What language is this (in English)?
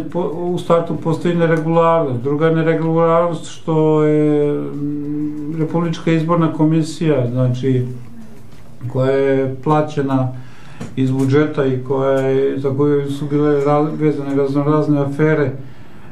Serbian